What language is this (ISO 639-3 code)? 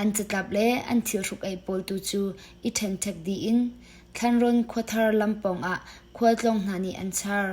cnh